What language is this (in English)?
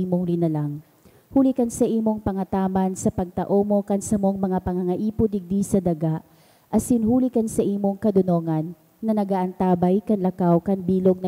Bikol